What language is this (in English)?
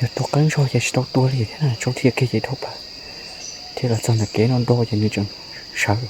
Hmong